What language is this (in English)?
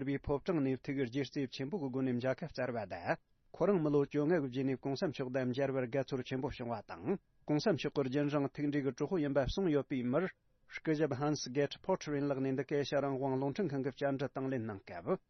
Tibetan